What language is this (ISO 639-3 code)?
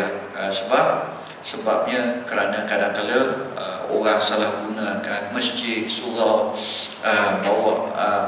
msa